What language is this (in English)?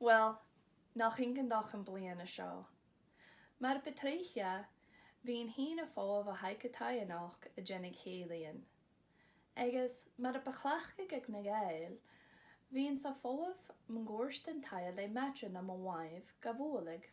Scottish Gaelic